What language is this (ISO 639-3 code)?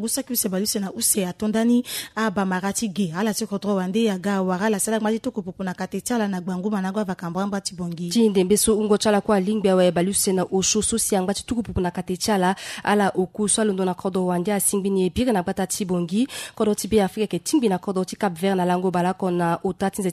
sag